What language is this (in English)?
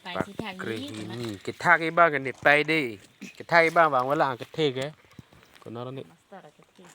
Karbi